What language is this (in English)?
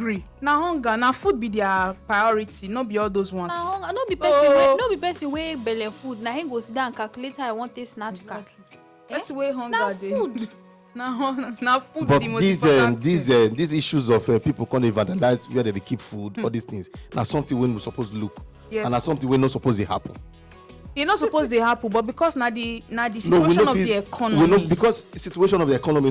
Nigerian Pidgin